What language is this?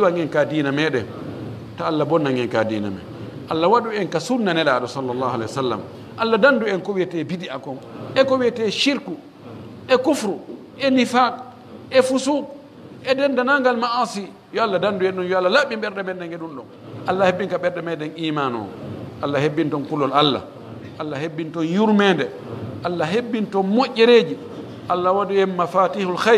Pular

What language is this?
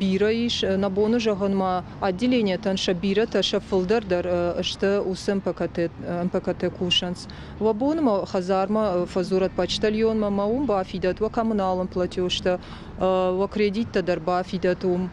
Ossetic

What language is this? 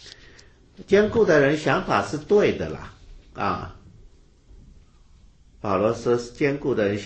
Chinese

